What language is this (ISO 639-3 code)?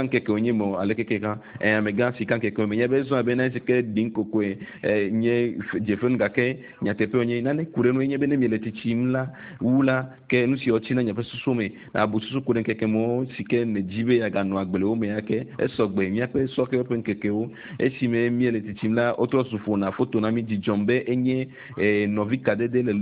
ewe